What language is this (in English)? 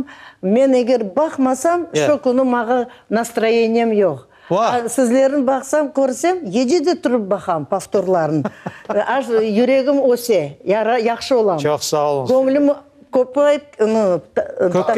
Crimean Tatar